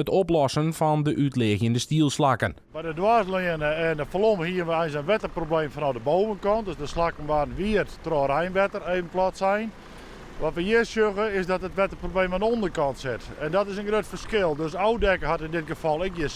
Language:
Western Frisian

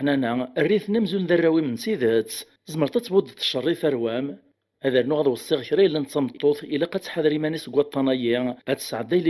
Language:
Kabyle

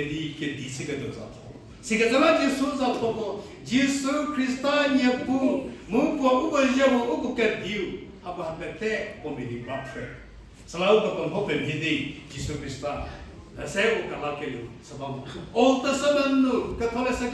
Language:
Angami Naga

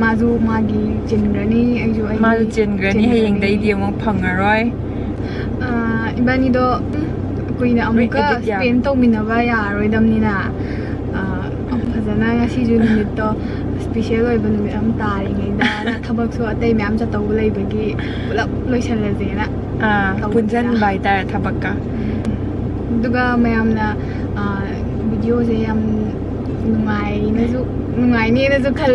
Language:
Manipuri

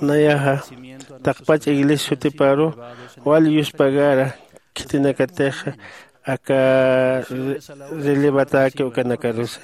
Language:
Aymara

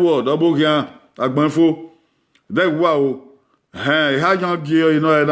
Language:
Bini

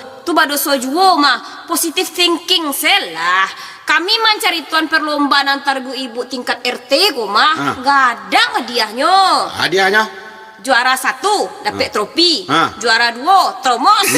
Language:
Minangkabau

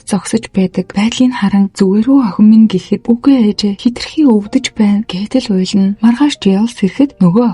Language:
Mongolian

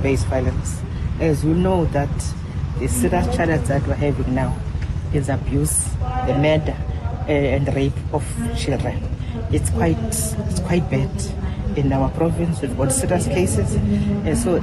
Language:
Southern Sotho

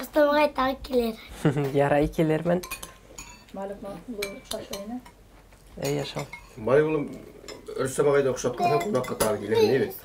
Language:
Bashkir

